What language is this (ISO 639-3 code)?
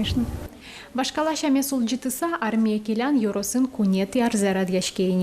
udm